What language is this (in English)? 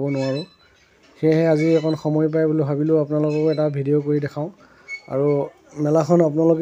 Assamese